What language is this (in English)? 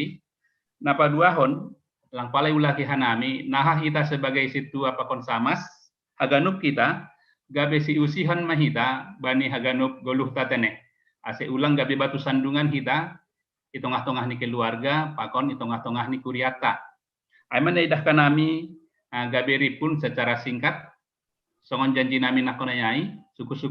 Batak Simalungun